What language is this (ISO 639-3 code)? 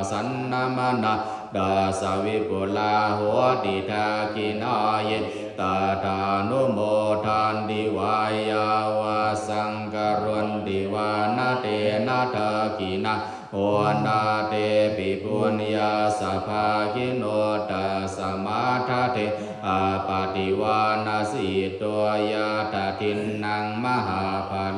pli